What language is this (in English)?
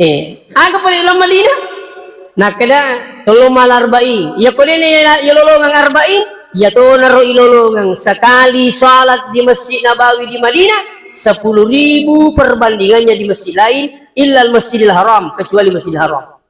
Buginese